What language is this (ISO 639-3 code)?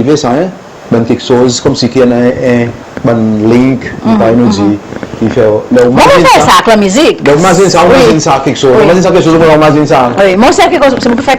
crs